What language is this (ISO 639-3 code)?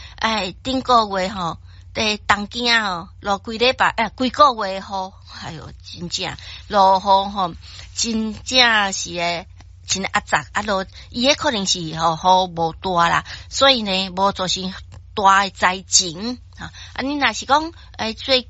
nan